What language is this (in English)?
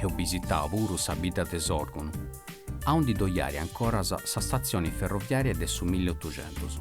Sardinian